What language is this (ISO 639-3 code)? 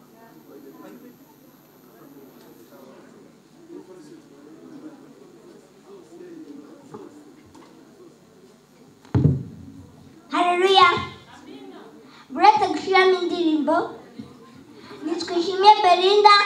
kin